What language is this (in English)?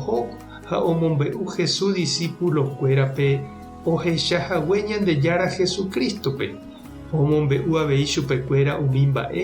Guarani